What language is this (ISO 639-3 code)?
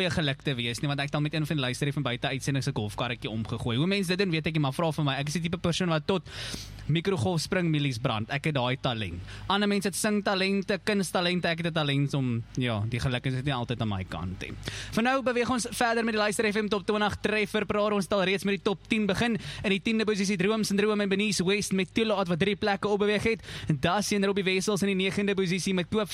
afr